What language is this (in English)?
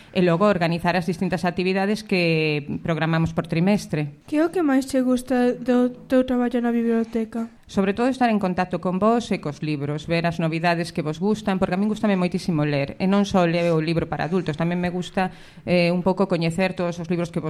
Galician